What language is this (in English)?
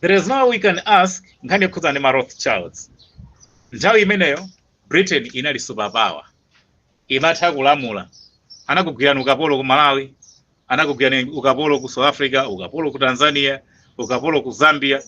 Nyanja